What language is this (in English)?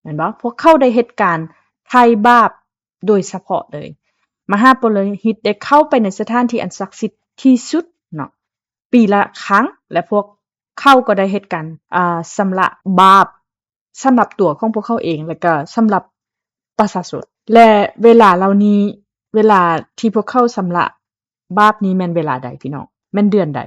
Lao